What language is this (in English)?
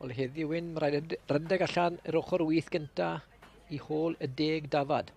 Welsh